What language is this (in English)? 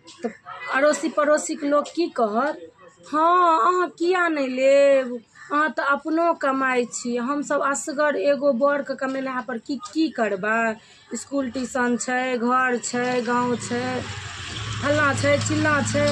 Maithili